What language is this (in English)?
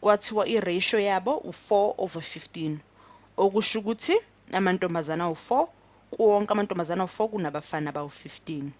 Zulu